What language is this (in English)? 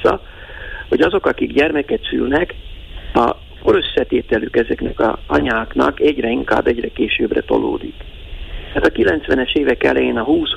Hungarian